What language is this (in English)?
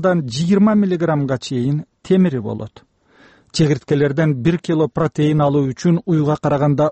Kyrgyz